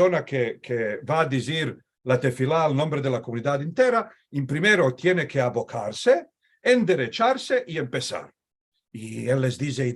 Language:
Ladino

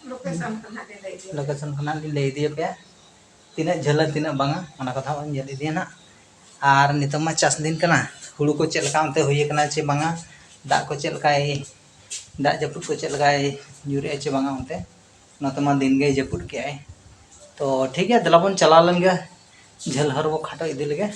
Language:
Santali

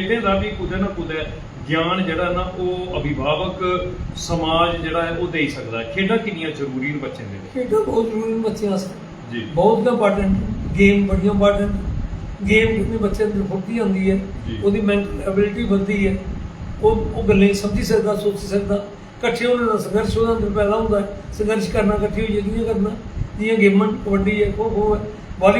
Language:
Dogri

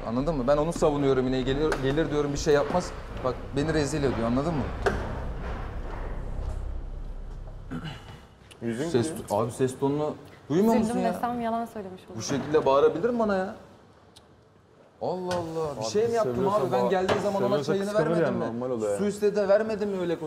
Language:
Turkish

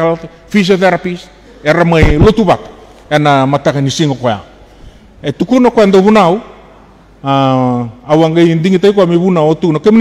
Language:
Fijian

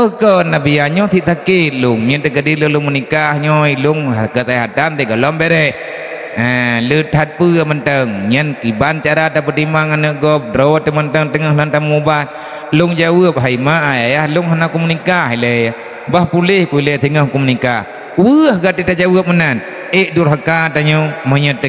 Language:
Achinese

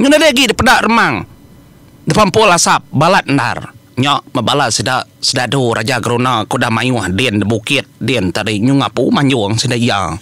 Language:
Iban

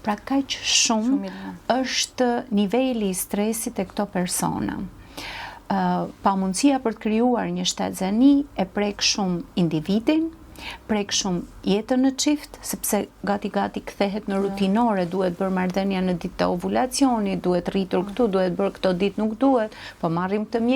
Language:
Albanian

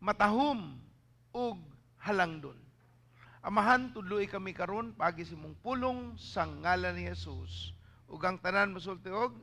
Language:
Cebuano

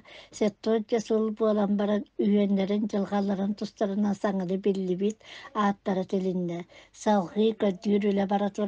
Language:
Yakut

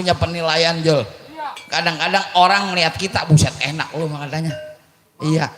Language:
Betawi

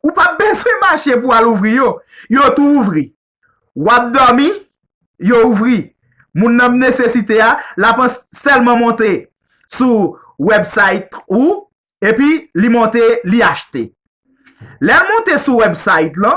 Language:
Haitian Creole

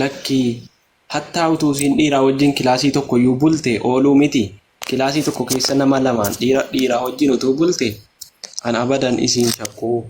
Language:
Oromo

